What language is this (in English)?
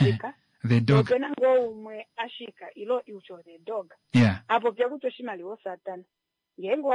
Kuanyama